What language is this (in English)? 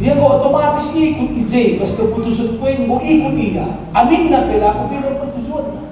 Batak Karo